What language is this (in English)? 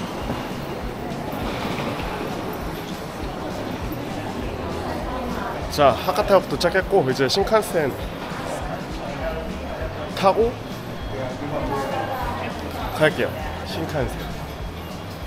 Korean